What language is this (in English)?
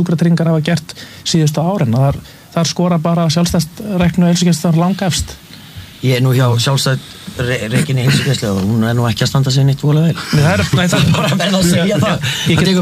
Icelandic